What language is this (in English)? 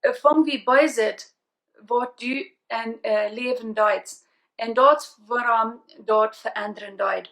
Plautdietsch